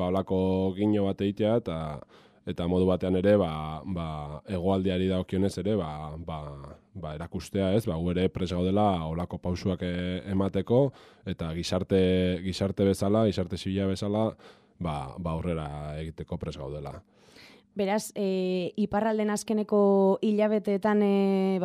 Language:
Basque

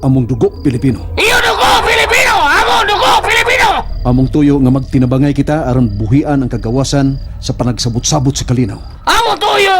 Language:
Cebuano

